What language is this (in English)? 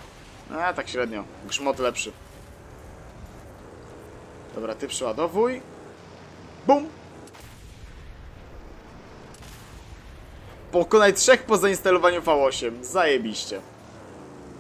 Polish